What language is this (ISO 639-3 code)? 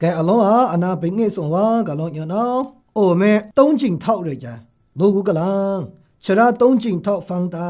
mhx